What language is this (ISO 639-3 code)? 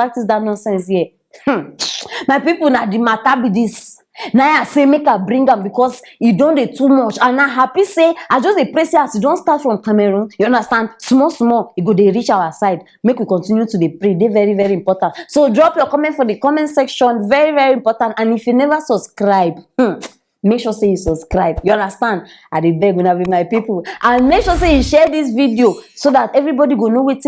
pcm